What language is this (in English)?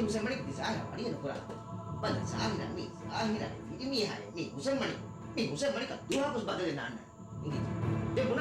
Divehi